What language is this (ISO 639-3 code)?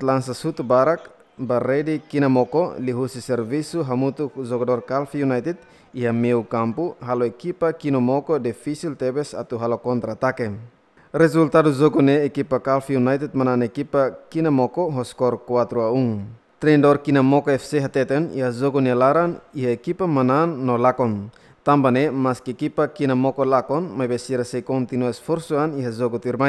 tet